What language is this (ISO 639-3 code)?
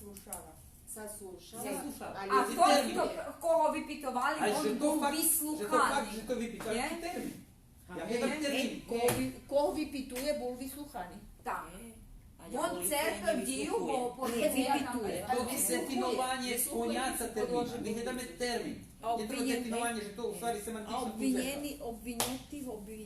rue